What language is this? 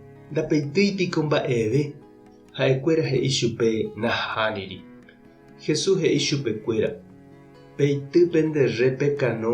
Guarani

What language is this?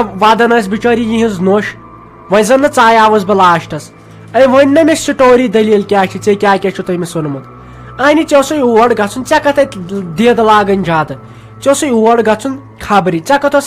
Kashmiri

